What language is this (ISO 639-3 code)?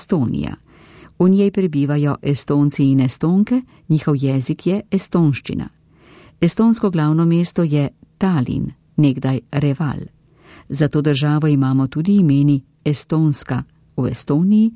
slv